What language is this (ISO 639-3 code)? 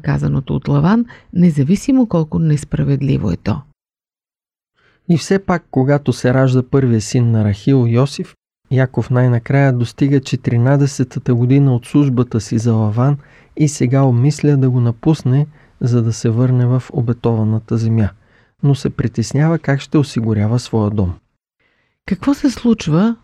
bul